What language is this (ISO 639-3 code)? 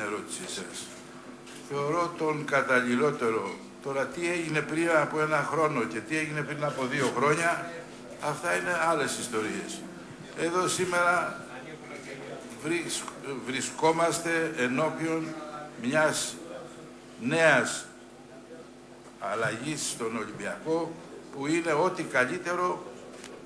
ell